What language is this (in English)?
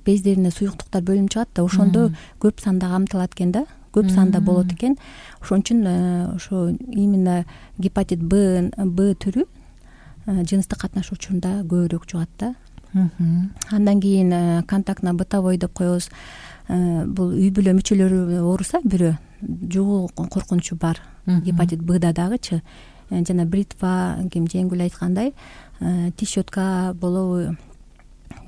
Kyrgyz